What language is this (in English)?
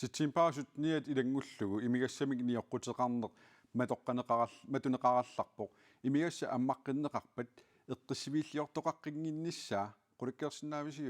Kalaallisut